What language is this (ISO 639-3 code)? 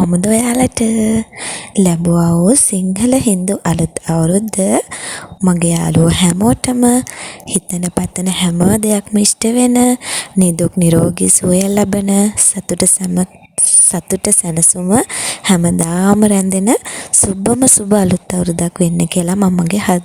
sin